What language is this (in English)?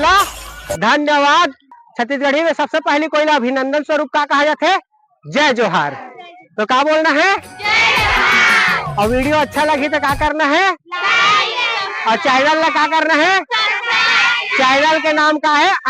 Chhattisgarhi